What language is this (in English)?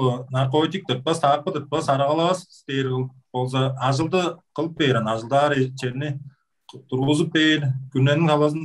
Tuvinian